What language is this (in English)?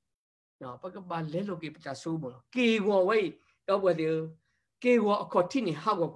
S'gaw Karen